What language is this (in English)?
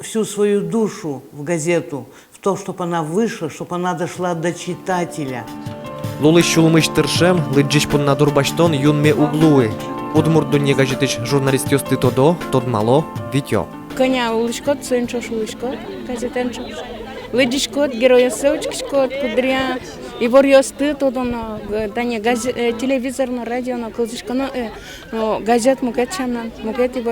Udmurt